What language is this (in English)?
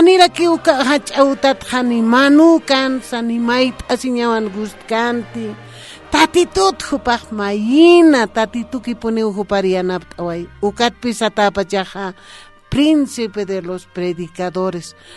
Aymara